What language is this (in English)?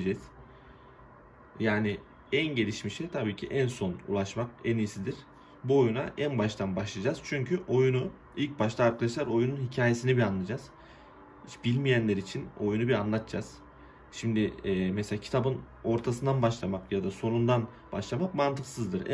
Turkish